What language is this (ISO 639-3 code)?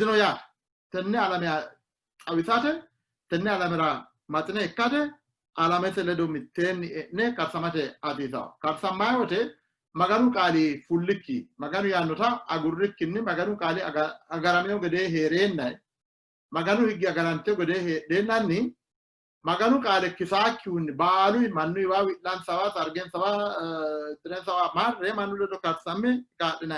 sid